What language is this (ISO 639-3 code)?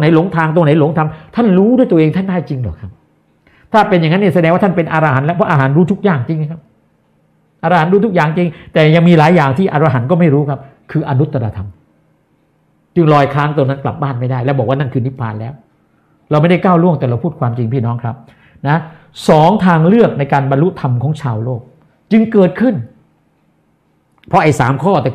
tha